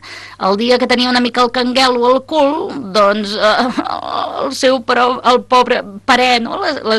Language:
Catalan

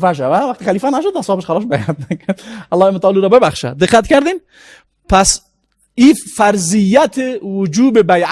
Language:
Persian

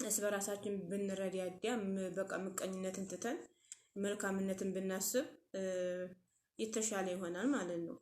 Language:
Amharic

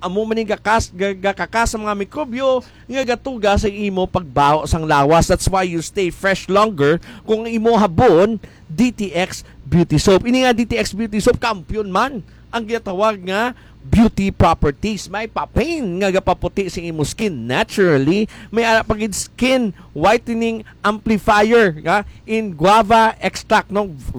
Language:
Hiligaynon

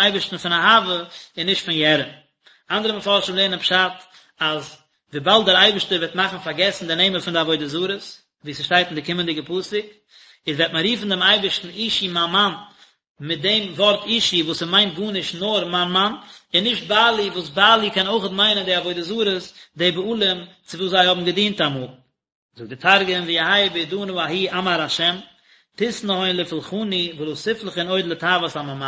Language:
Yiddish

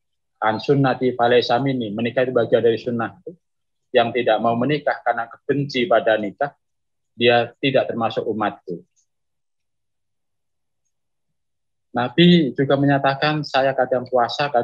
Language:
Indonesian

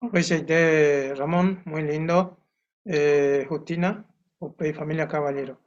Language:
Guarani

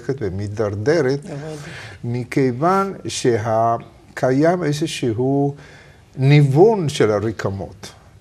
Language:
Hebrew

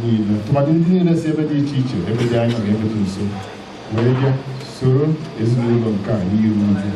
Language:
Igbo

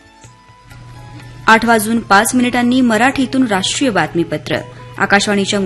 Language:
Marathi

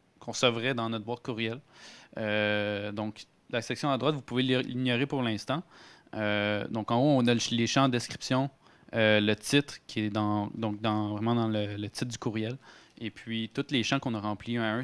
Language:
French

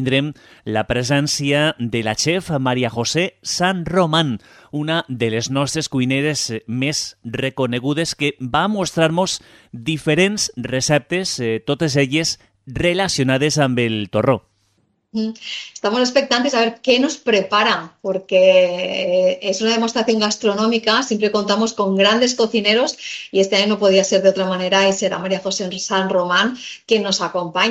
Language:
Catalan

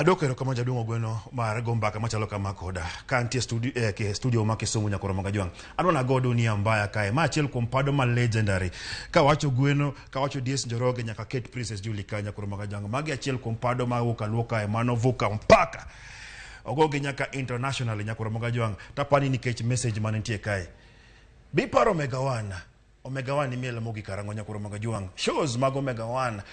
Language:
Luo (Kenya and Tanzania)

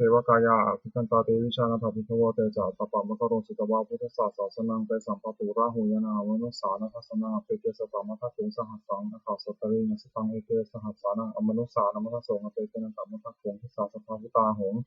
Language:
Pali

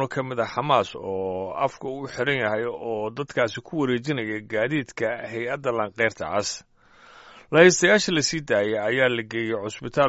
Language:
Somali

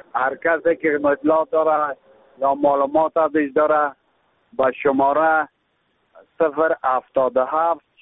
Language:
Persian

